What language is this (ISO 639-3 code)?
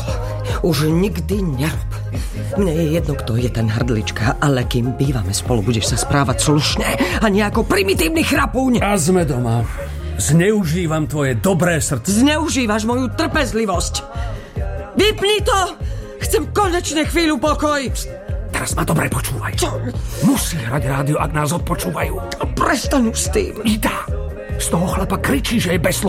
slk